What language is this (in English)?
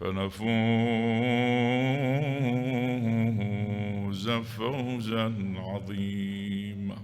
Mesopotamian Arabic